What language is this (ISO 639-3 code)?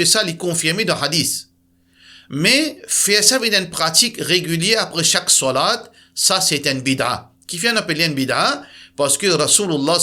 mfe